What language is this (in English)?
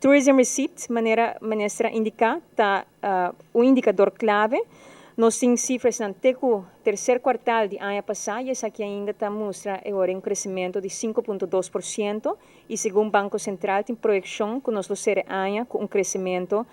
Papiamento